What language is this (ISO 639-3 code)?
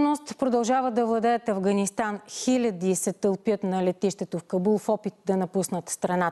bul